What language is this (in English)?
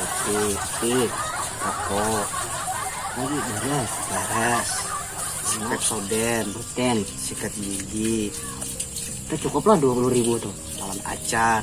Banjar